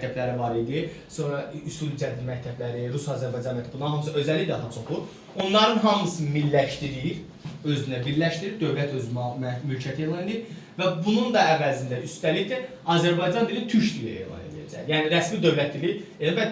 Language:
Azerbaijani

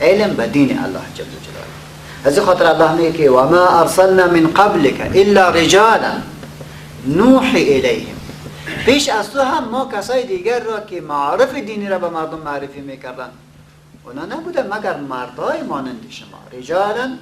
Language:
Persian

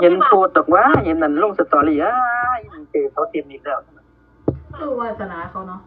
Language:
Northeastern Thai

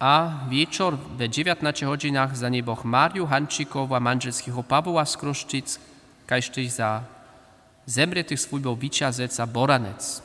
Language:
Upper Sorbian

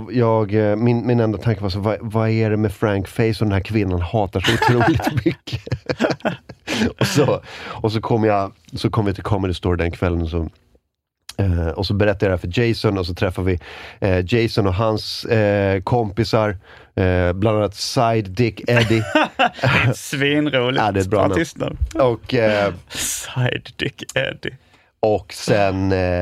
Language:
Swedish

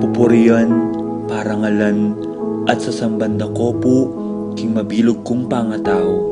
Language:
Pampanga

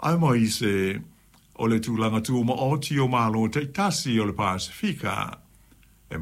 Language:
Samoan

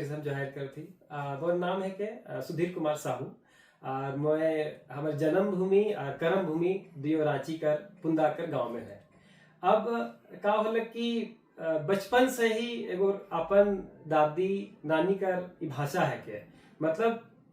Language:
Sadri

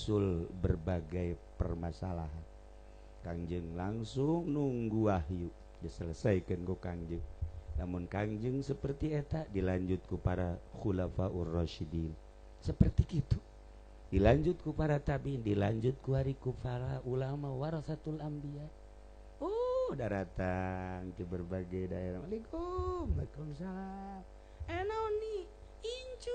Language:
Sundanese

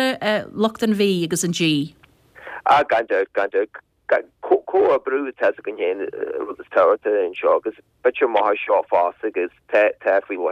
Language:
Irish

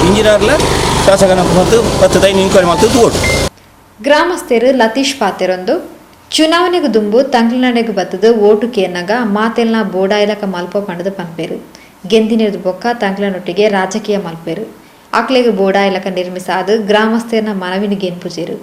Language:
Tulu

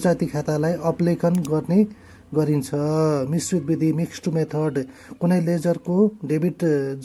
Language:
Nepali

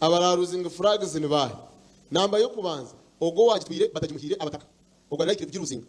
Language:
Nyankole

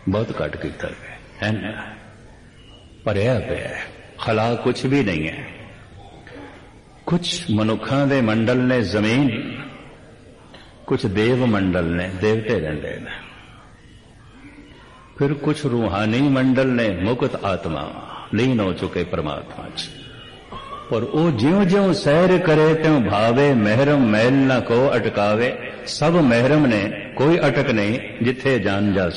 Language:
Punjabi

